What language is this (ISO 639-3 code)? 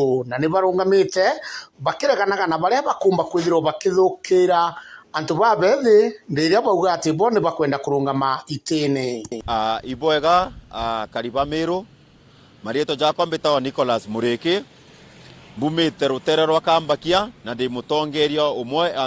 mer